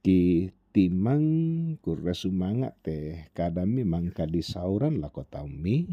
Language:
Toraja-Sa'dan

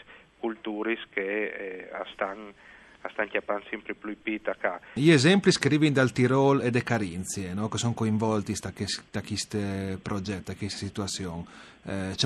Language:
Friulian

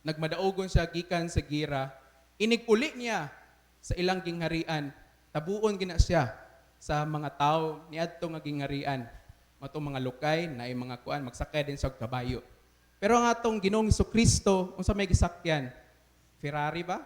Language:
Cebuano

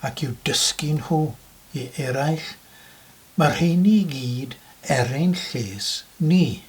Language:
Welsh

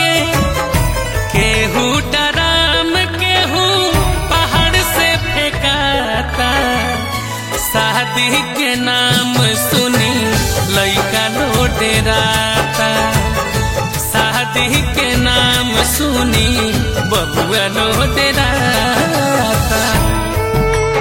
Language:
Bhojpuri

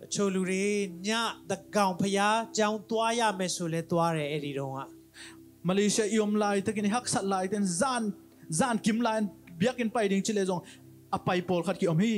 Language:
Tedim Chin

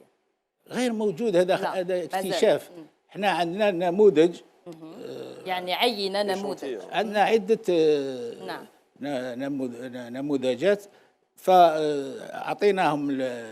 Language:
Algerian Arabic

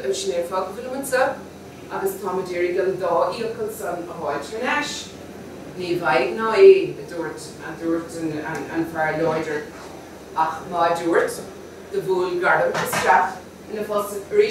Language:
Irish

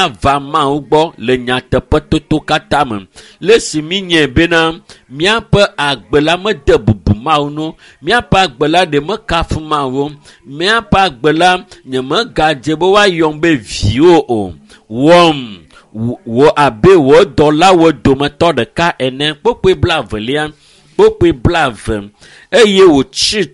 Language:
Ewe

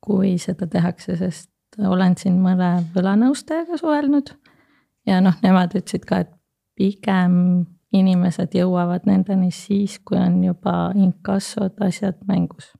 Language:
Estonian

